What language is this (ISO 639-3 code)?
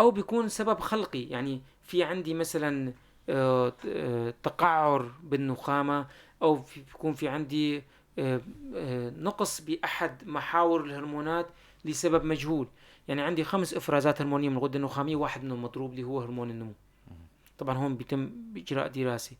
apc